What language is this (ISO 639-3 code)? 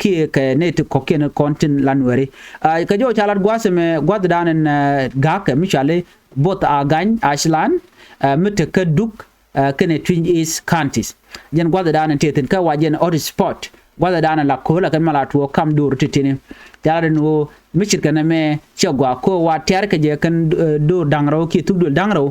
nus